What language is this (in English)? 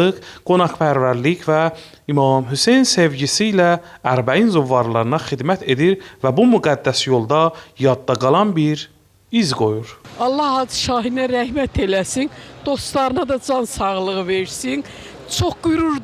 Azerbaijani